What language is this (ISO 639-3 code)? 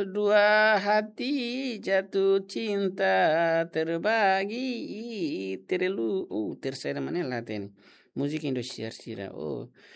tet